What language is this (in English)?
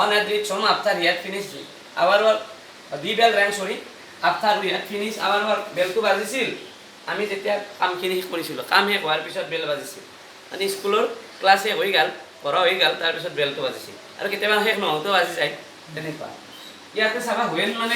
Assamese